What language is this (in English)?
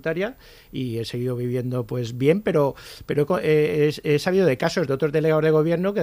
Spanish